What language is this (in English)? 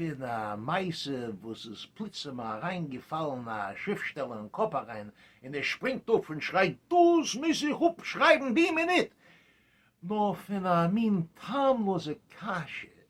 Yiddish